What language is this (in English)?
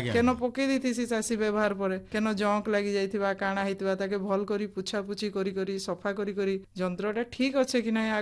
Odia